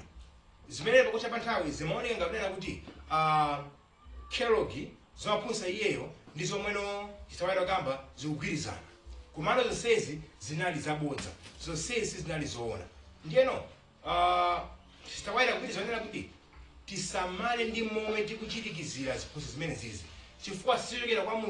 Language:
Nyanja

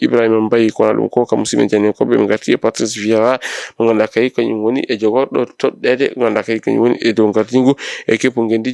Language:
Fula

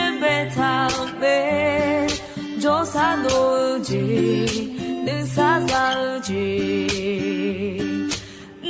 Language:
Akha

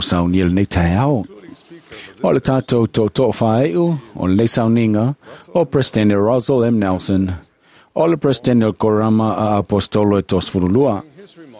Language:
Samoan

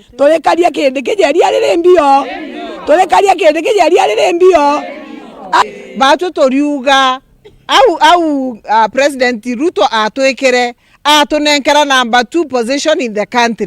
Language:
Meru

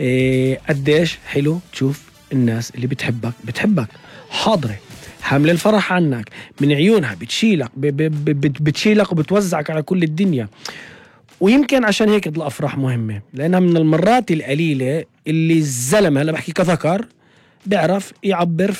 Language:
North Levantine Arabic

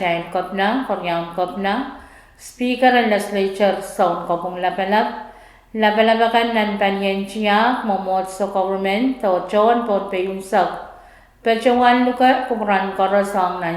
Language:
Pohnpeian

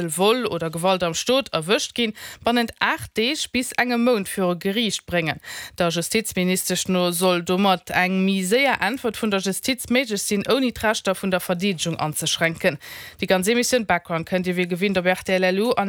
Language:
Luxembourgish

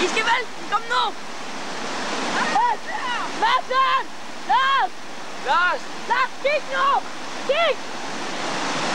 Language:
Danish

